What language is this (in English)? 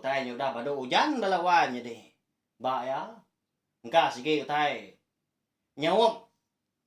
Iban